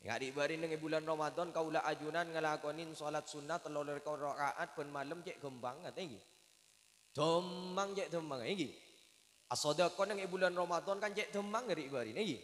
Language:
Madurese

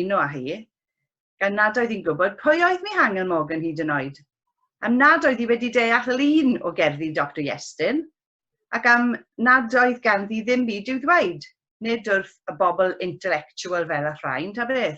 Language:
Welsh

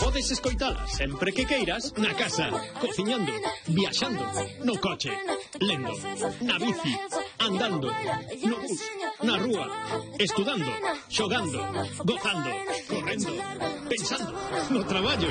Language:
Galician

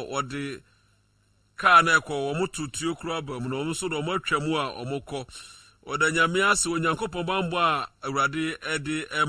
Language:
Akan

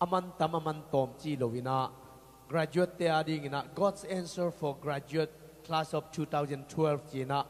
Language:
Tedim Chin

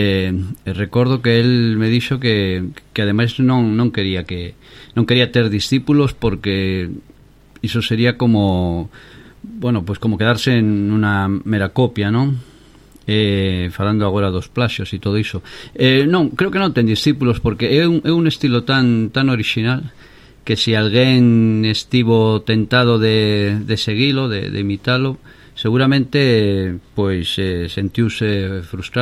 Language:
Galician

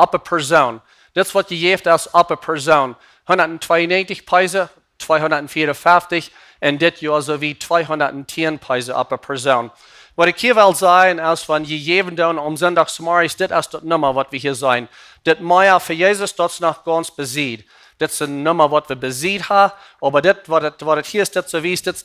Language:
Plautdietsch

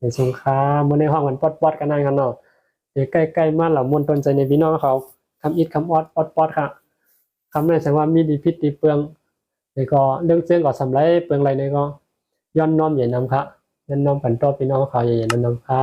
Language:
Shan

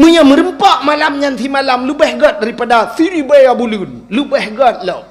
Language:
Achinese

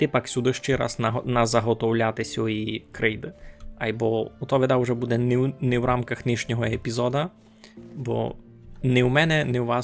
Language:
Rusyn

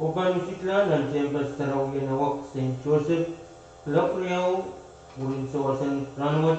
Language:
Pohnpeian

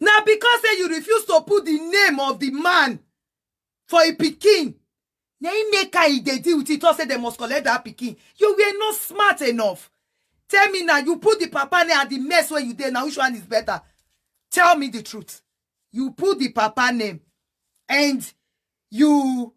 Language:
Nigerian Pidgin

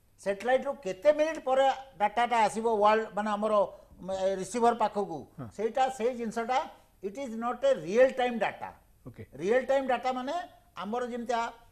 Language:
Odia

